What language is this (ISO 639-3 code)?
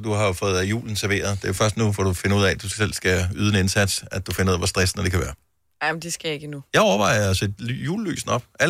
dan